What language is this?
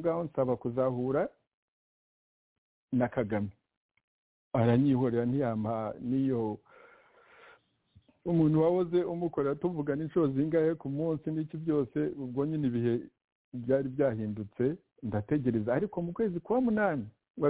Kinyarwanda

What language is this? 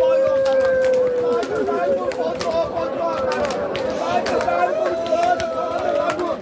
Kashmiri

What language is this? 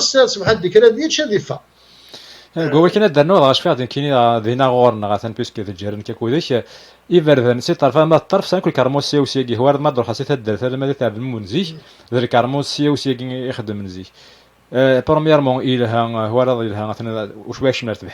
Kabyle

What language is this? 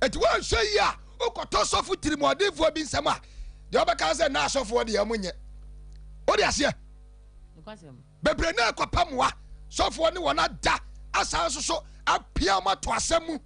Akan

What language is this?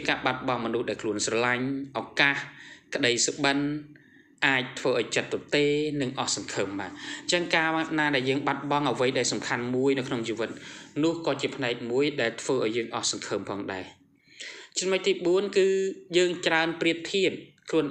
Khmer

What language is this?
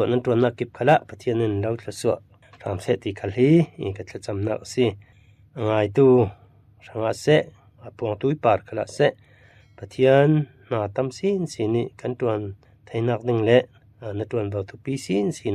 Falam Chin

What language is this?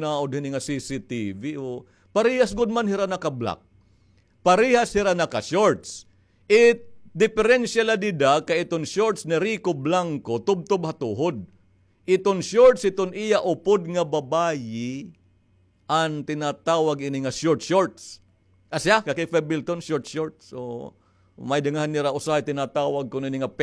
Waray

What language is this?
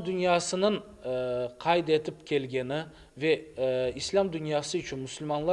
Crimean Tatar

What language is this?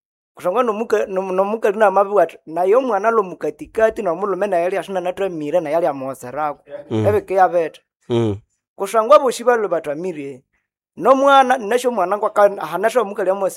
Nande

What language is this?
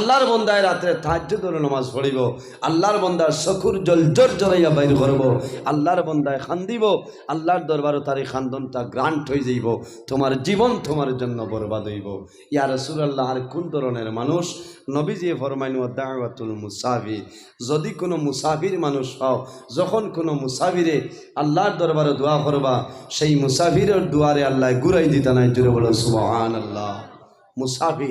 Sylheti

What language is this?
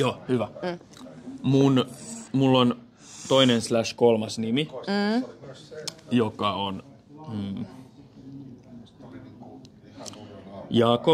Finnish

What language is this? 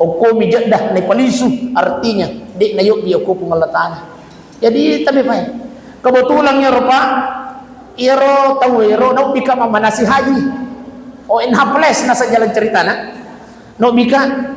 Buginese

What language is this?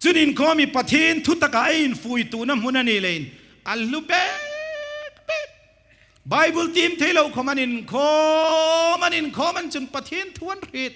Hmar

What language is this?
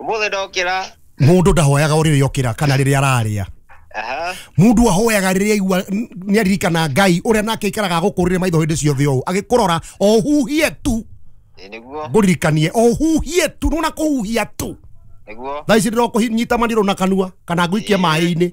Kikuyu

